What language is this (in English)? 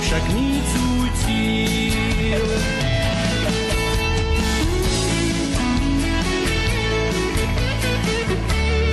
Czech